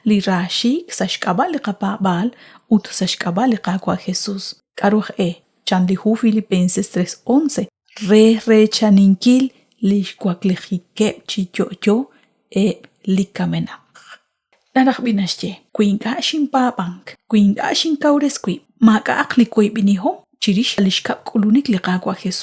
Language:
Kekchí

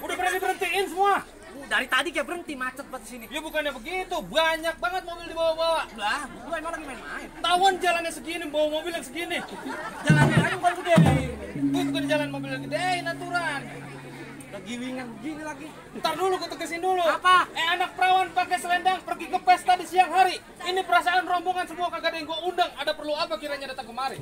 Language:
Betawi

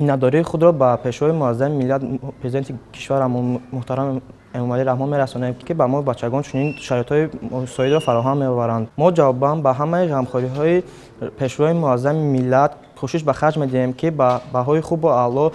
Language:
Tajik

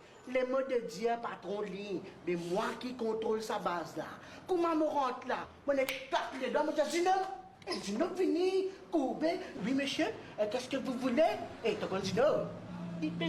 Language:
Morisyen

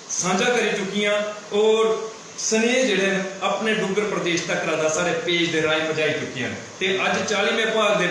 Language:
Dogri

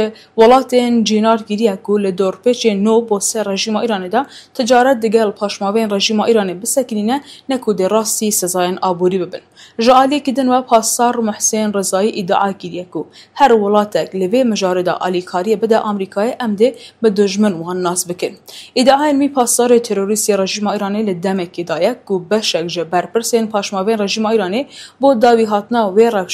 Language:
Kurdish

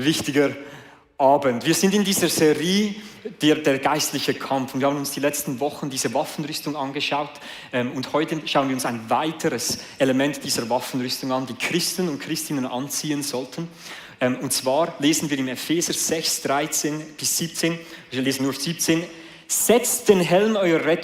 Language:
Swiss German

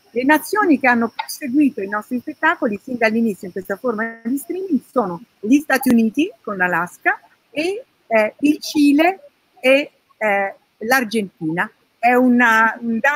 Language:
Italian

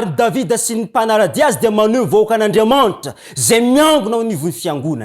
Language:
Malagasy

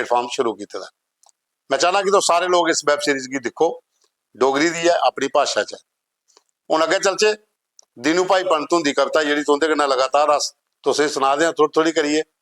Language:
Dogri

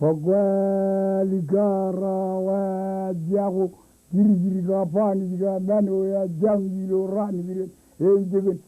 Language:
Marshallese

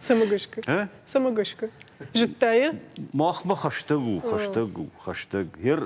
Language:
Ossetic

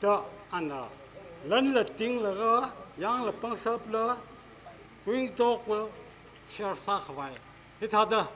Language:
Tangkhul Naga (India)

